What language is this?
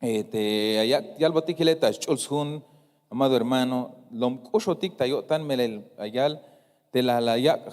Tzeltal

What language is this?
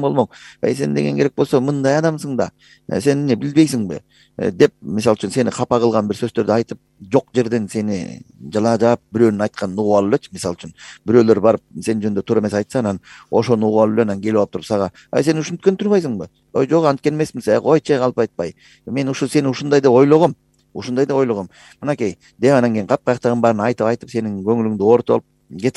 Kyrgyz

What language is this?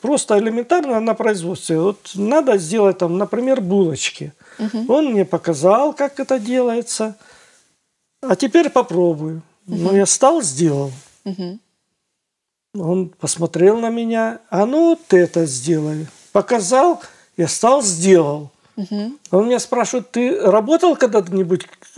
Russian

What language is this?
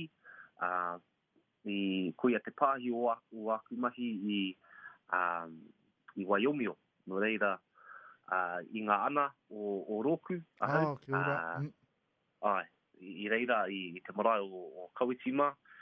Māori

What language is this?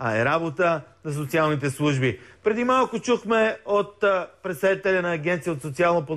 Bulgarian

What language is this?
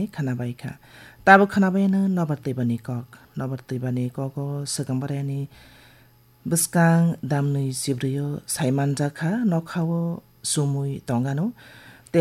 Kok Borok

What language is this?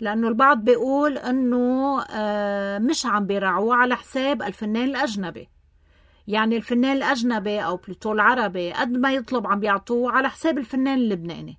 North Levantine Arabic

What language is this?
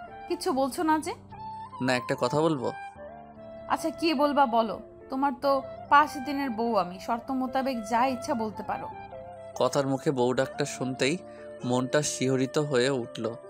Bangla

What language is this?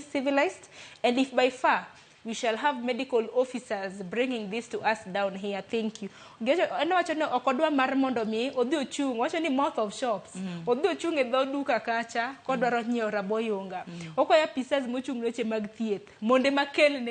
Luo (Kenya and Tanzania)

